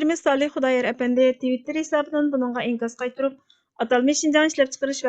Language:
Uyghur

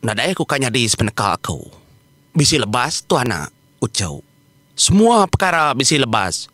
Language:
Iban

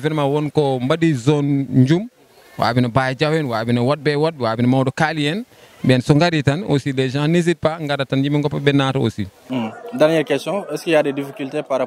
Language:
Fula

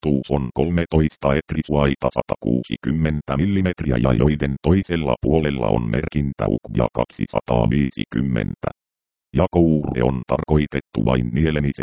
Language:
Finnish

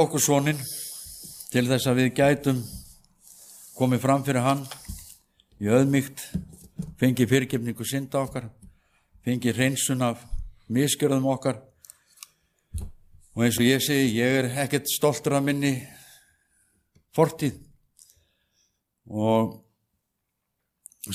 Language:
Icelandic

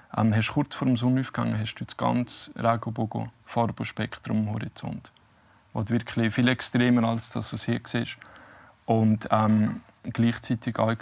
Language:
Swiss German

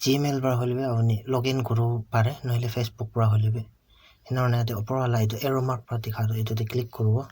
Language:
Naga Pidgin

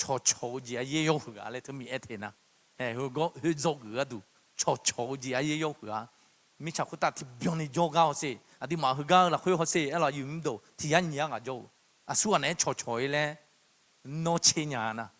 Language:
Akha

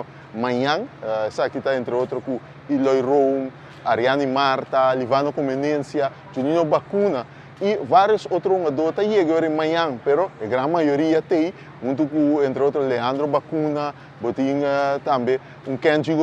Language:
Papiamento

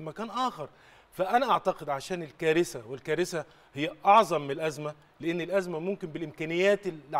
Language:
Arabic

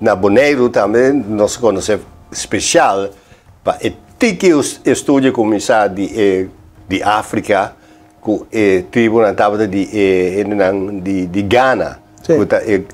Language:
Papiamento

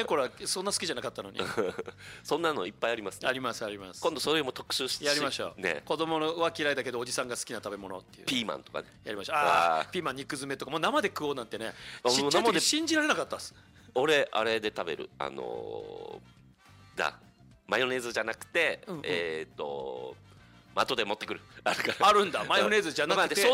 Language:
Japanese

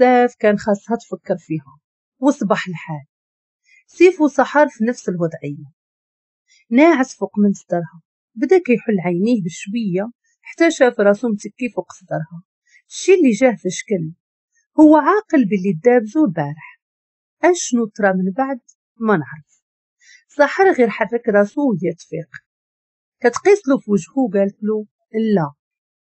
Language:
Moroccan Arabic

